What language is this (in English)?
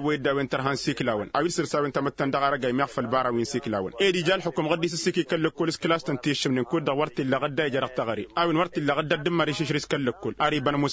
Tamasheq